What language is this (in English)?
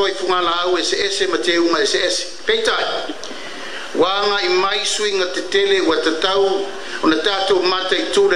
Samoan